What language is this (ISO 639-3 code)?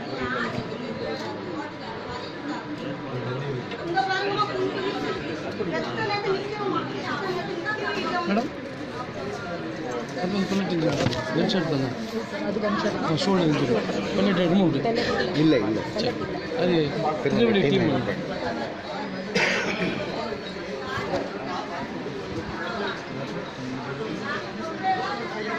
tam